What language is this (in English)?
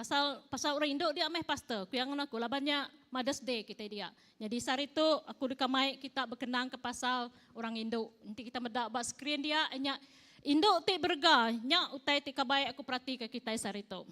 Iban